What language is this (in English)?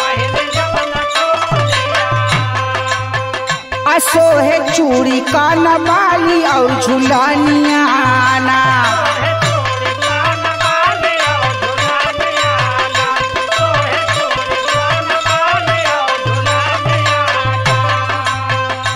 Bhojpuri